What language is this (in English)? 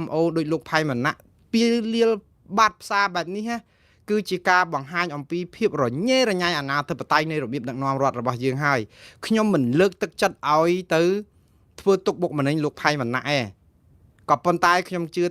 Khmer